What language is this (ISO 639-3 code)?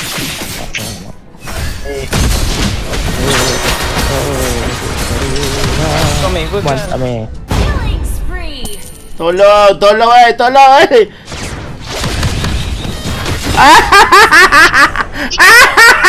msa